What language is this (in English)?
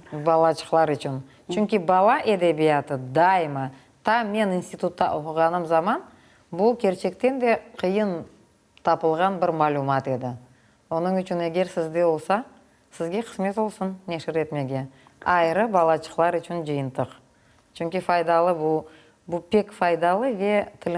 Crimean Tatar